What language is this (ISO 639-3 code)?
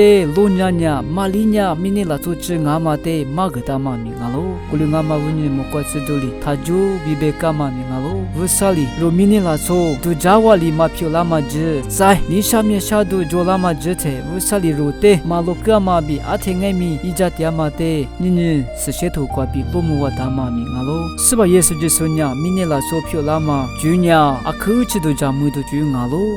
lis